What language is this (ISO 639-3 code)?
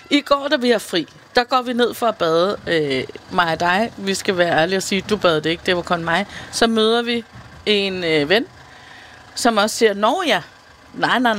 dan